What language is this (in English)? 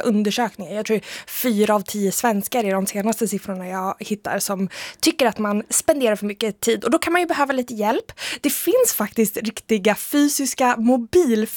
Swedish